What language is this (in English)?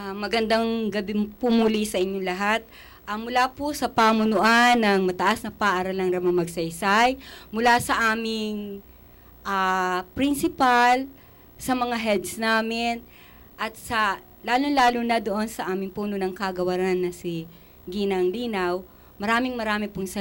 Filipino